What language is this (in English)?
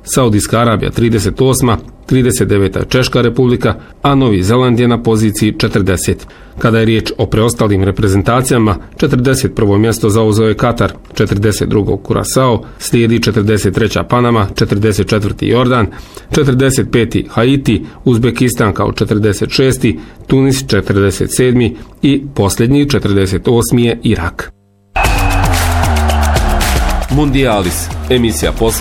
Bosnian